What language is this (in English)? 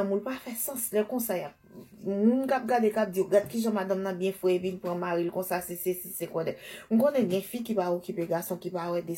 Haitian Creole